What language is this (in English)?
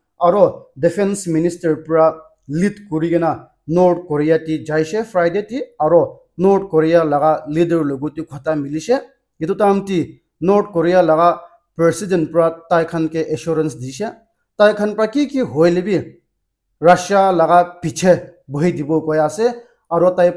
Naga Pidgin